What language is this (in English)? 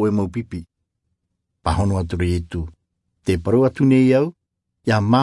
Tahitian